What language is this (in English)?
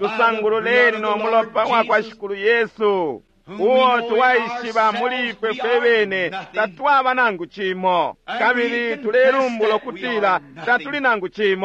Bemba